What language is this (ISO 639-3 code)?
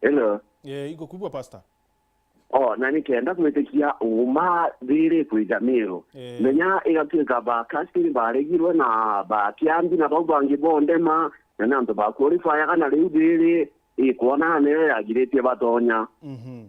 mer